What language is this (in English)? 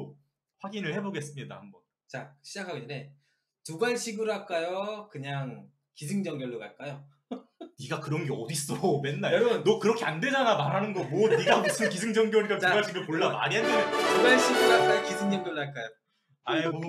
Korean